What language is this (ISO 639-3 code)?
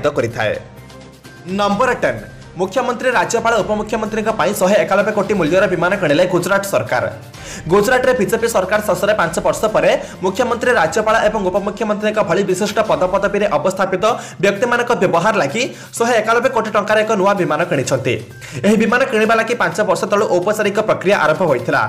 ori